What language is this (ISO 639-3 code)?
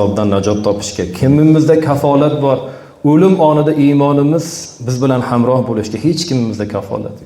uzb